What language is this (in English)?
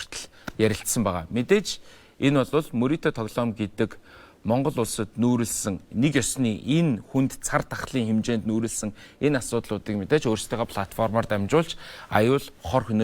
Mongolian